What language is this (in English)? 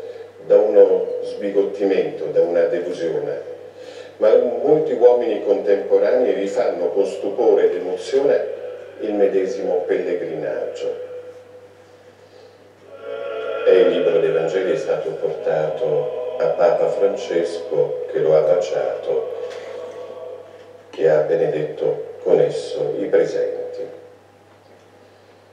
Italian